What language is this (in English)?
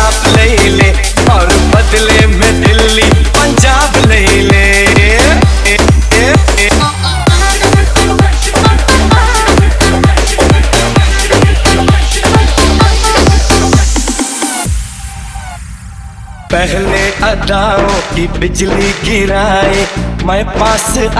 Hindi